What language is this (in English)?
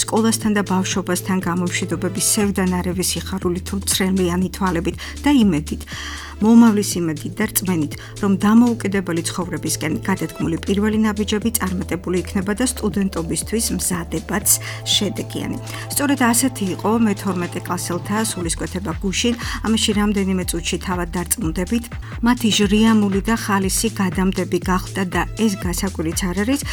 Georgian